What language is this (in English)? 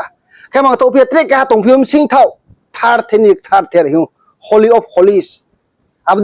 Riang (India)